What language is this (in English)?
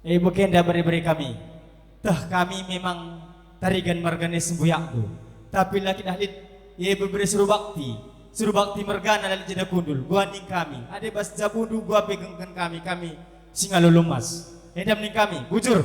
Batak Karo